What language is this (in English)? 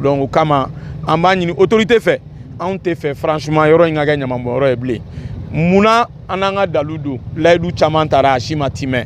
Bambara